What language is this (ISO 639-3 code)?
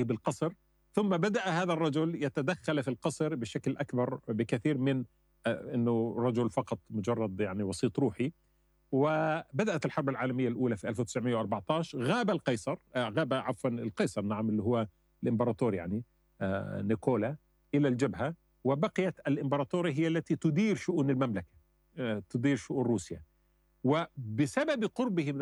ara